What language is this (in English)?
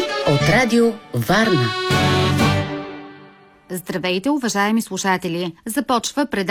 Bulgarian